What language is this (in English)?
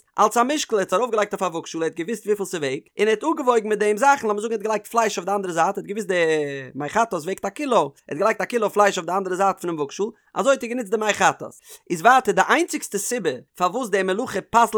Yiddish